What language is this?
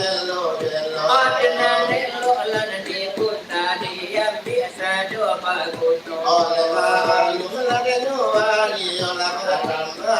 Minangkabau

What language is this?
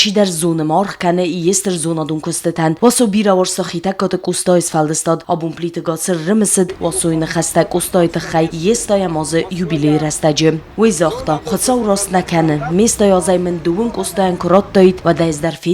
Ossetic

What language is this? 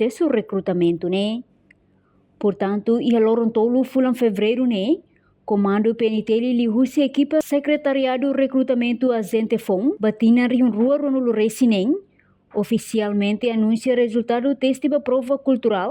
Tetum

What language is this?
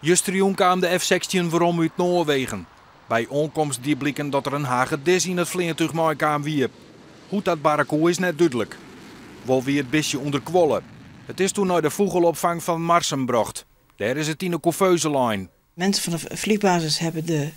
Western Frisian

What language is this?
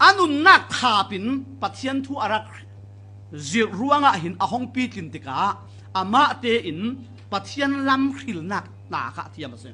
Falam Chin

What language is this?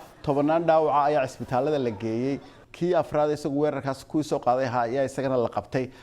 Somali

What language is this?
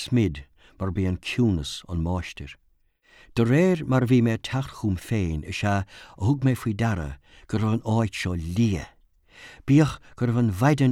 Irish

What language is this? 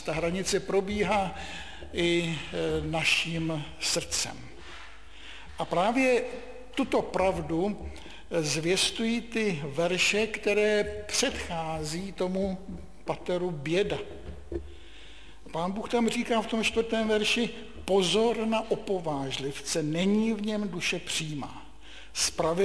Czech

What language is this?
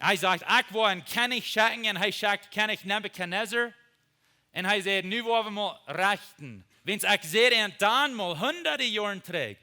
Plautdietsch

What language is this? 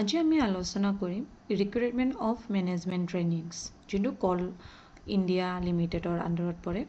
Assamese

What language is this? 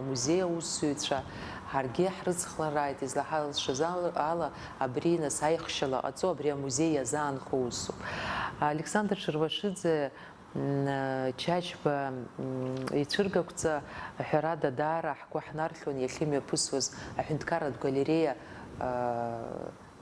Abkhazian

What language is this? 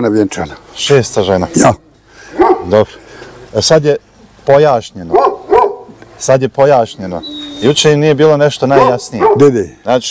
Bosnian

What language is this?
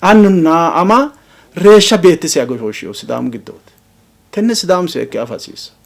Sidamo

